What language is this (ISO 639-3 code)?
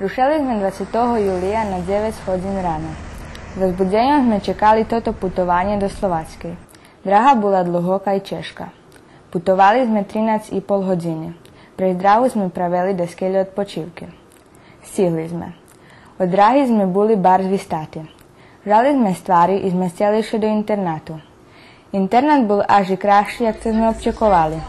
rue